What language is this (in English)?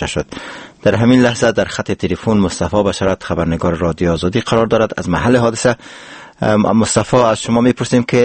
Persian